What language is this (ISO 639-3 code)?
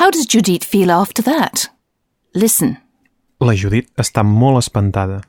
cat